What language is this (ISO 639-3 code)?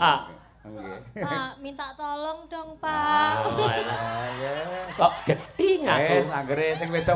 jav